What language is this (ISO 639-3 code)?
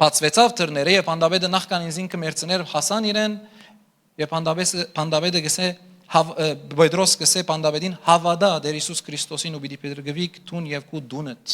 hyw